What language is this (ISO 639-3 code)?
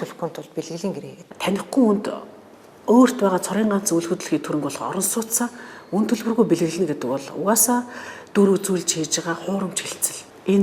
mon